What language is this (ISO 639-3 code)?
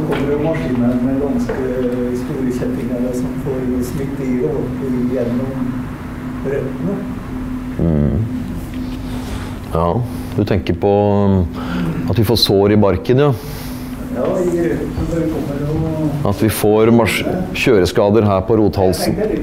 nor